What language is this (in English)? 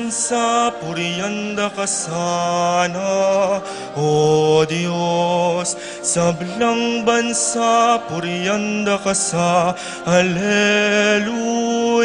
Pampanga